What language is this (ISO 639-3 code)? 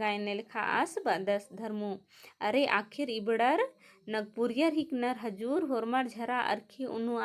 kru